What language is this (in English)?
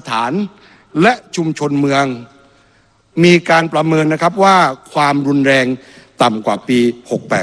Thai